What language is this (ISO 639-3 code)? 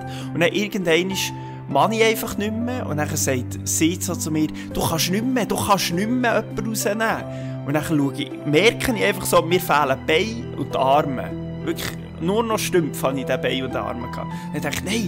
gsw